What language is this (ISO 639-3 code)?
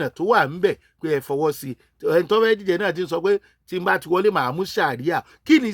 yor